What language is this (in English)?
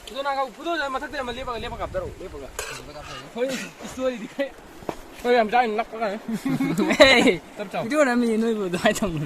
Manipuri